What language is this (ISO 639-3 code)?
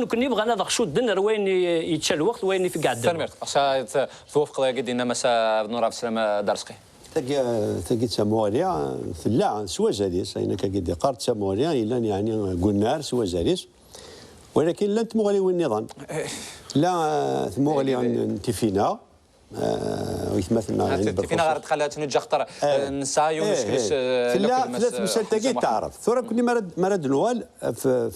kab